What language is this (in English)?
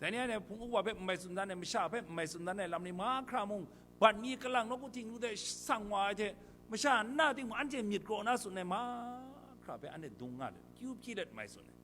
Kachin